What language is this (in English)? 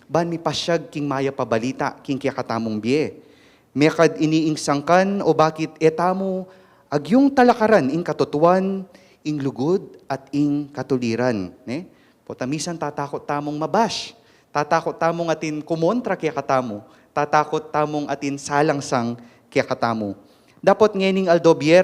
Pampanga